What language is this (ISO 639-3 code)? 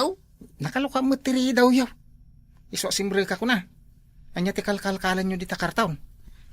ilo